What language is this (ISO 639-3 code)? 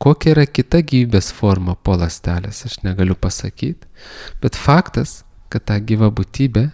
lit